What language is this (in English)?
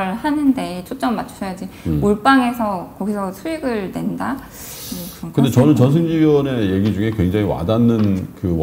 Korean